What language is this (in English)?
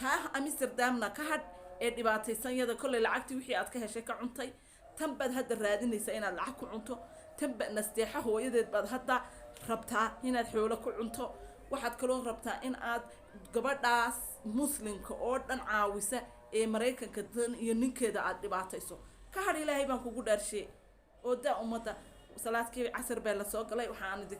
Somali